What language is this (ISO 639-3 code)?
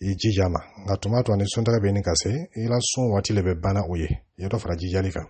dyu